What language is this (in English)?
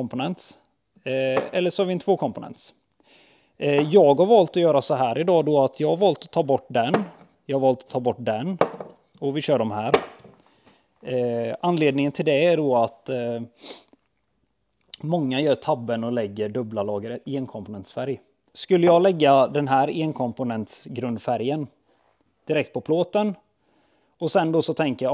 Swedish